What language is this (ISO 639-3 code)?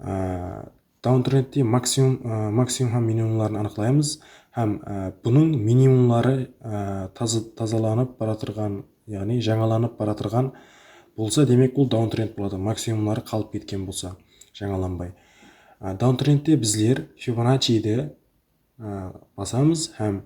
kaa